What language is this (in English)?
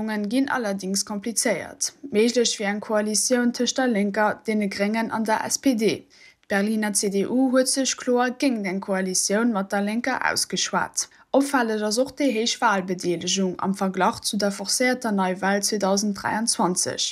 Luxembourgish